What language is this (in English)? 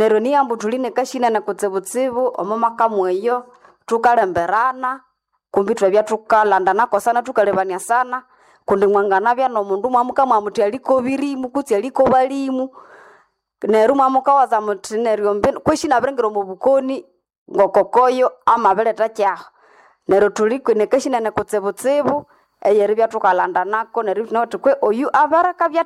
Nande